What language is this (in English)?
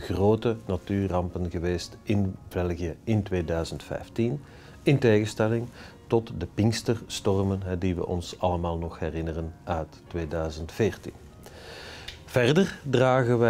Dutch